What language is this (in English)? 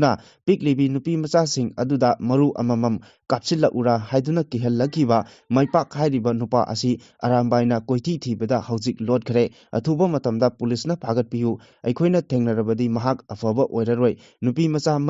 Manipuri